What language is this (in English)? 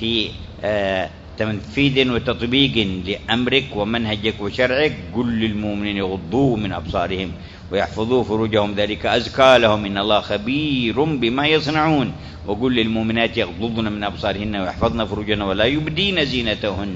Arabic